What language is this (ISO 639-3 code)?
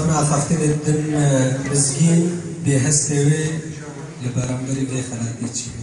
kur